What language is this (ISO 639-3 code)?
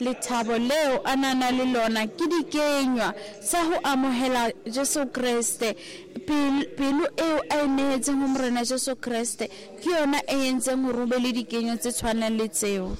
sot